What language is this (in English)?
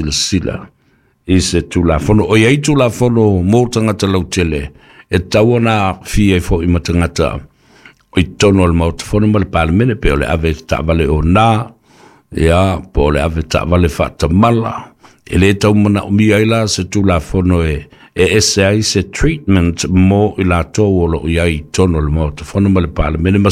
Samoan